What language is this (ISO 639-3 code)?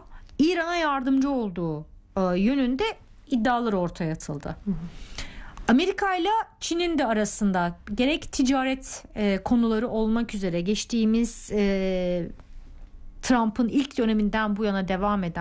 tur